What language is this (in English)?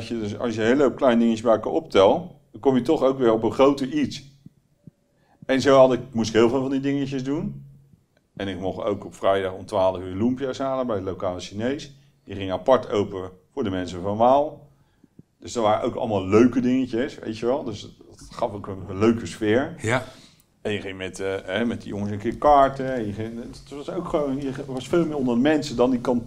Dutch